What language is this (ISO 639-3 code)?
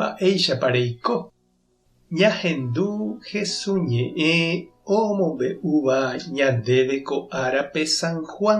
grn